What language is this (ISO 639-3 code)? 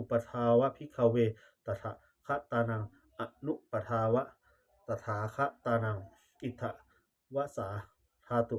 pli